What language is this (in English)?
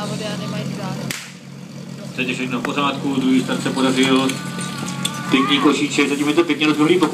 Czech